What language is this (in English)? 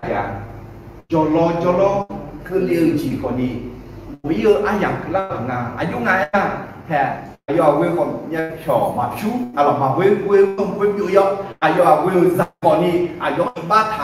Akha